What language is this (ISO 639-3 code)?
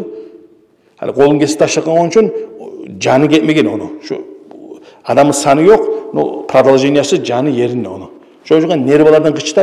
kum